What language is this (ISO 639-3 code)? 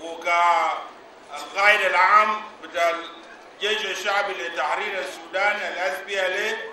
apd